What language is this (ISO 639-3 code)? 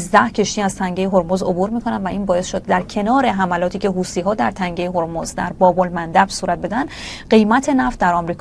fas